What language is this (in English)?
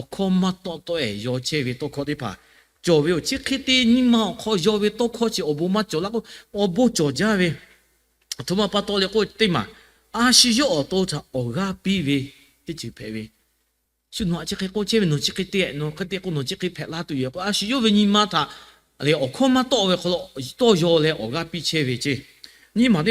Lahu